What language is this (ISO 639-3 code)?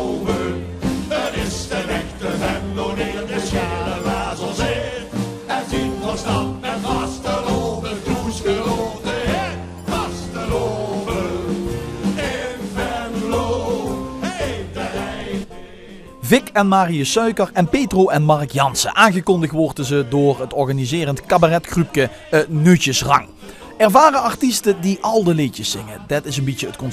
lim